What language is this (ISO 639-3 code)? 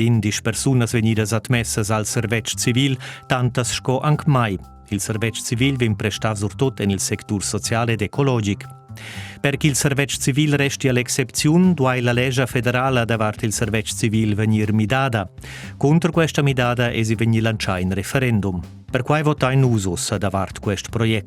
roh